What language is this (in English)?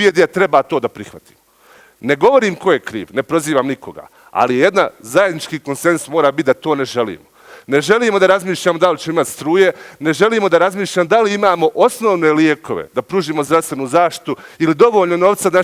Bosnian